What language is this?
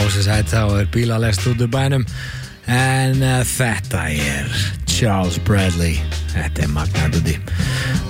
Icelandic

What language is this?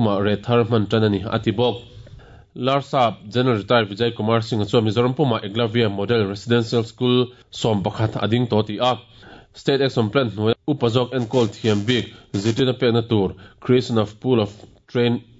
Mizo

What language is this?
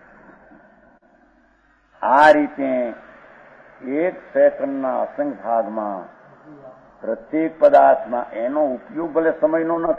Gujarati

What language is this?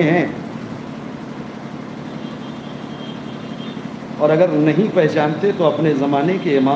Urdu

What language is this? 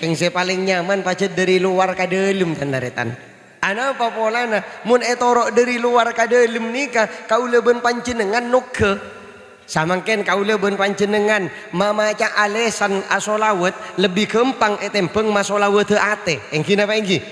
Madurese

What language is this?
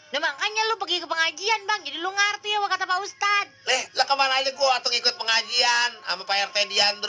Betawi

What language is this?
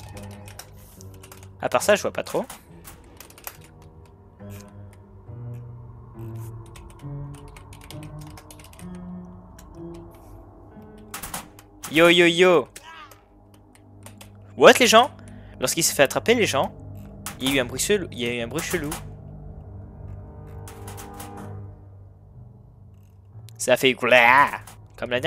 French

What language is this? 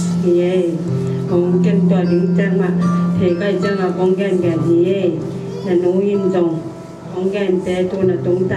Tedim Chin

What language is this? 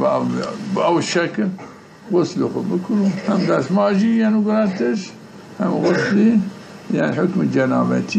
Zaza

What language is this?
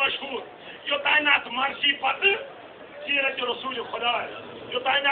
Kashmiri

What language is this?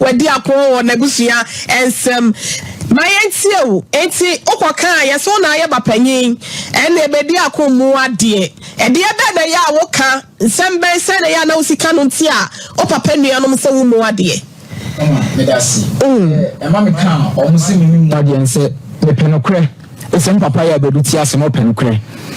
Akan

